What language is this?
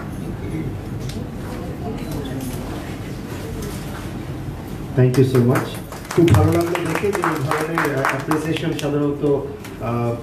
Bangla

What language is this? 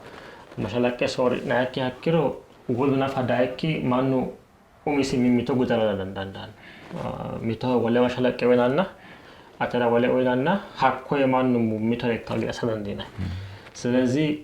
Sidamo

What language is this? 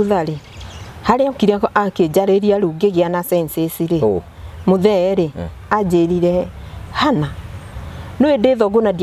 Kikuyu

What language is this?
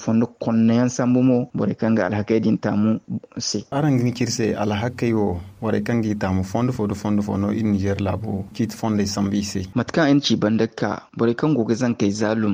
Zarma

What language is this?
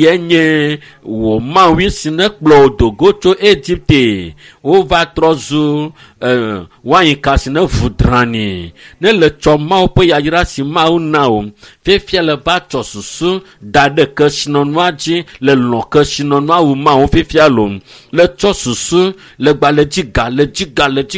Ewe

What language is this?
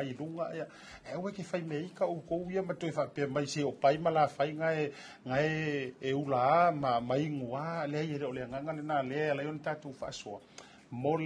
Samoan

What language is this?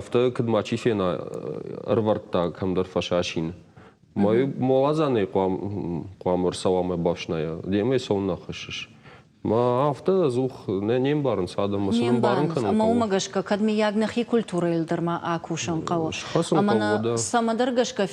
Ossetic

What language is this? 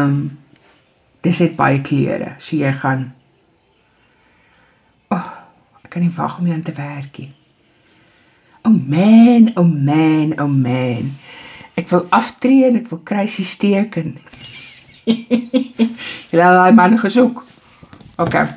Afrikaans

